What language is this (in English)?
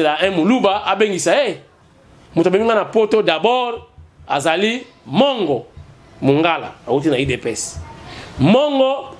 Lingala